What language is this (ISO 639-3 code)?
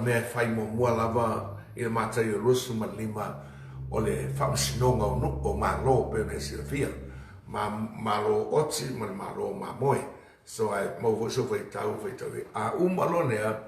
smo